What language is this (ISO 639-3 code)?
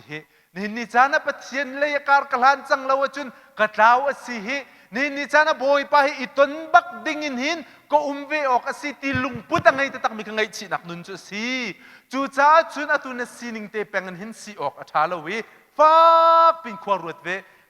cnh